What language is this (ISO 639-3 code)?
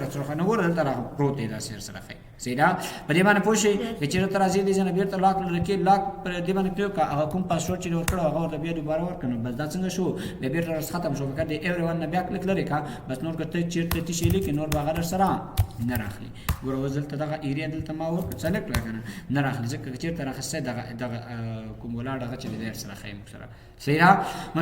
pus